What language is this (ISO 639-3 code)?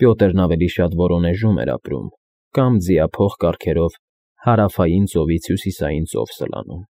hye